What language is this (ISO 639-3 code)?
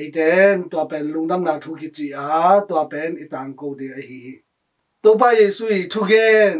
ctd